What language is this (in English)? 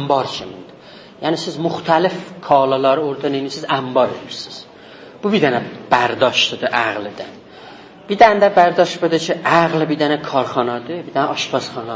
South Azerbaijani